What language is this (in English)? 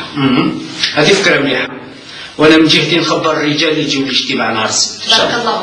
Algerian Arabic